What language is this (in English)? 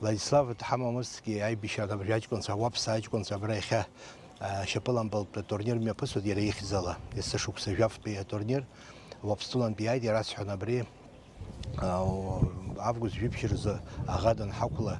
Abkhazian